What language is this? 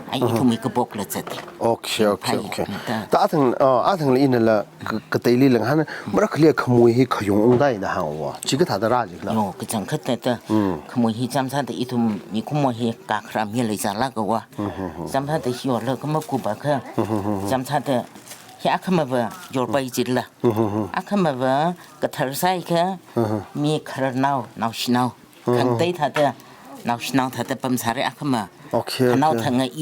Tangkhul Naga (India)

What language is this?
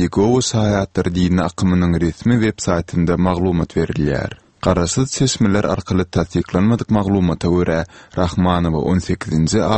Turkmen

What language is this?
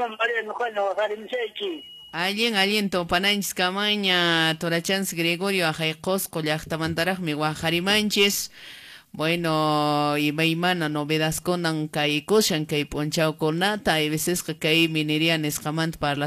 Quechua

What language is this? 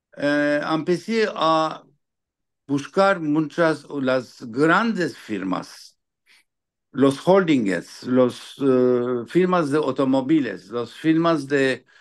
Ladino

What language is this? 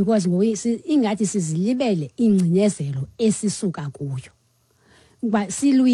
Xhosa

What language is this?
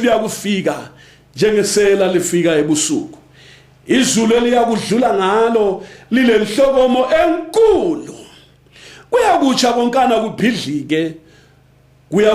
North Ndebele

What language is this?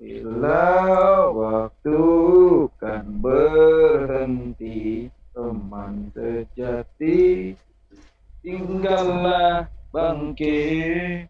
Banjar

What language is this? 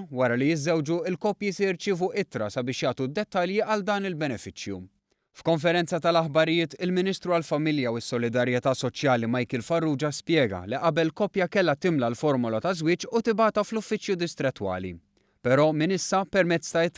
Maltese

